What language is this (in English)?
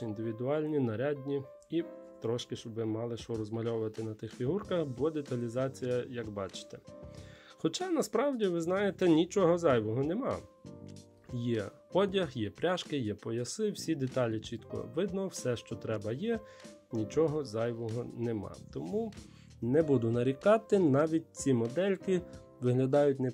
Ukrainian